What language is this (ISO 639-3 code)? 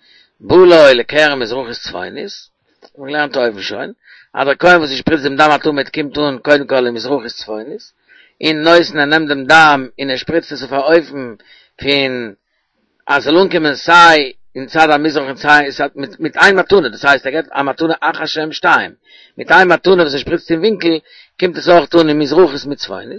yid